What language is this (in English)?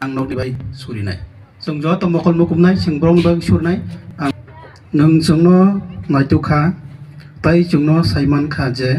Kok Borok